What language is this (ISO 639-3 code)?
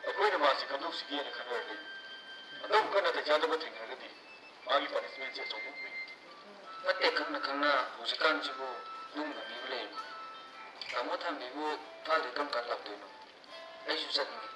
mni